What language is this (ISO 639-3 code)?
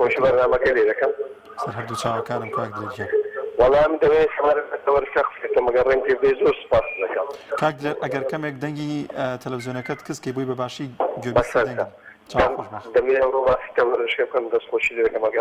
ckb